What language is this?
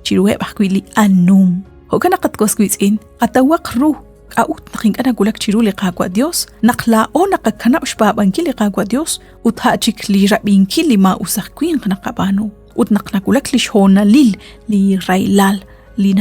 Kekchí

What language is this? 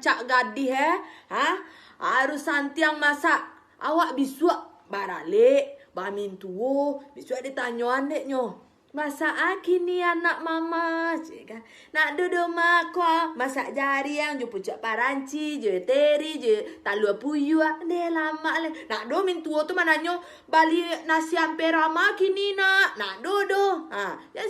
Minangkabau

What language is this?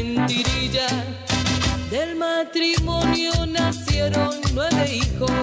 Spanish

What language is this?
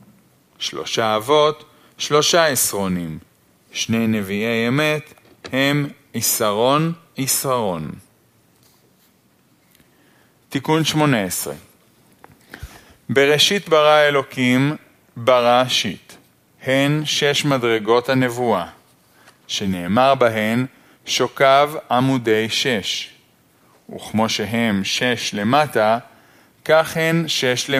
Hebrew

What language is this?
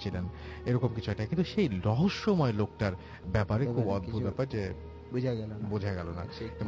Bangla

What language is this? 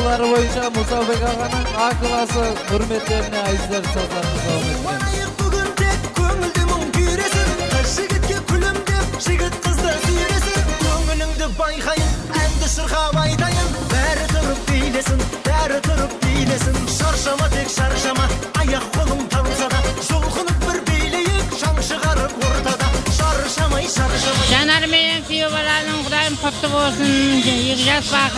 Kara-Kalpak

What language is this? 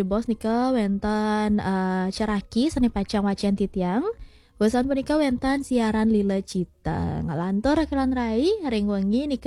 Balinese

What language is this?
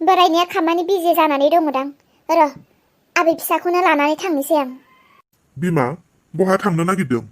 Bodo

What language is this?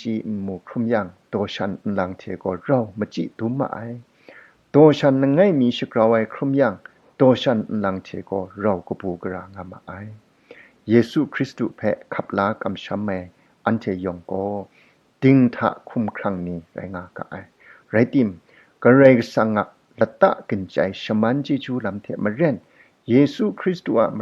Kachin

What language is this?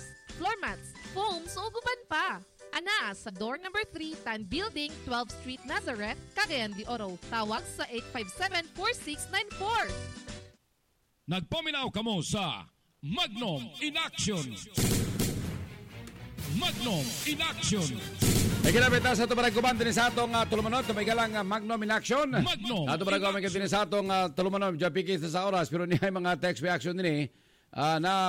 Cebuano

